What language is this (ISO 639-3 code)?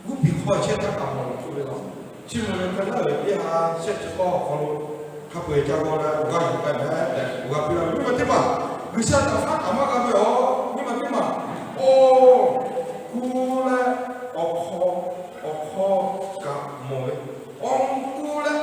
lhu